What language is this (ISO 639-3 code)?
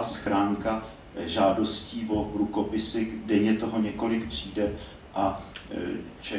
ces